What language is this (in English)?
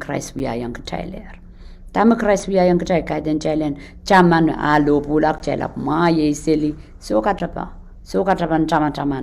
Pohnpeian